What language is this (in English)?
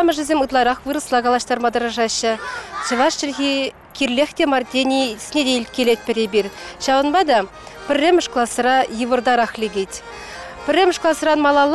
Chuvash